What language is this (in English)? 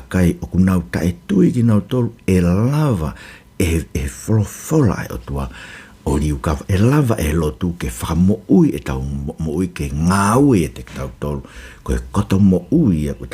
Tongan